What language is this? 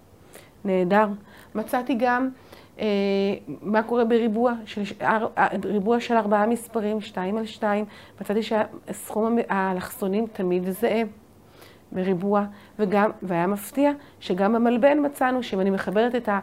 Hebrew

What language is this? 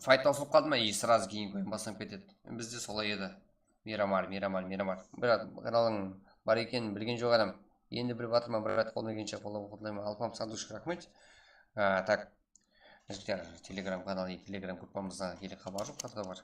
Kara-Kalpak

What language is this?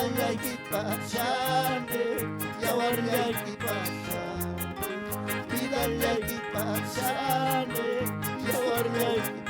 Ayacucho Quechua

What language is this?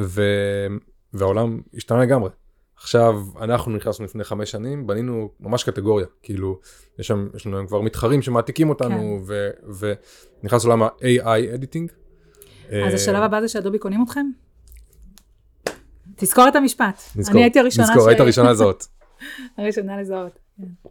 Hebrew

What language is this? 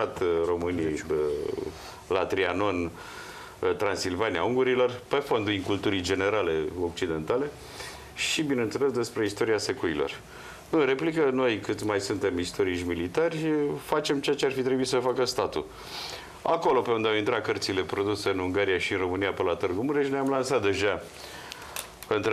Romanian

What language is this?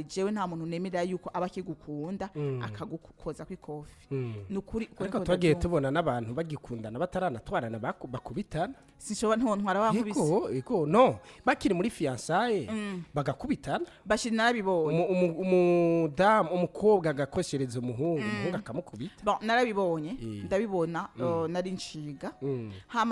Rundi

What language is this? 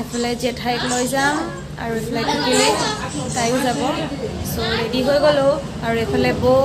Assamese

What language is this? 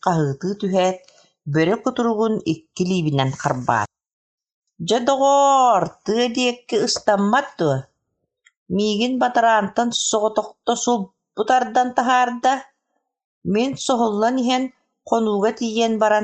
Yakut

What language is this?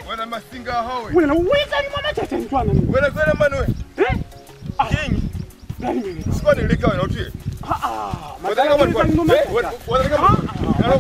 Lozi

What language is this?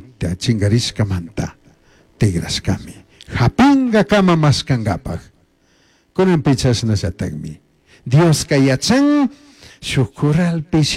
Chimborazo Highland Quichua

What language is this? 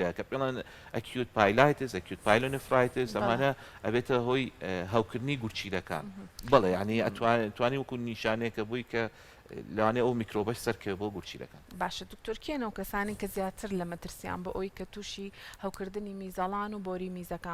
Central Kurdish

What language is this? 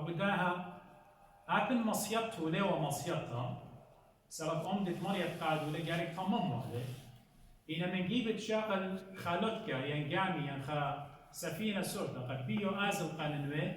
Assyrian Neo-Aramaic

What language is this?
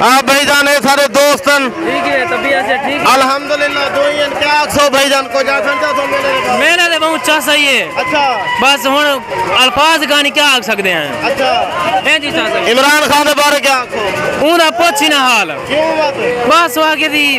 Saraiki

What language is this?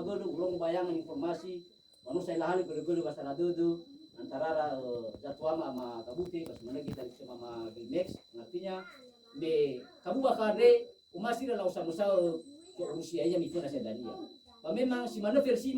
Nias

